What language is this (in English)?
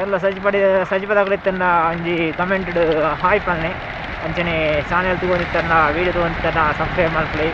Tulu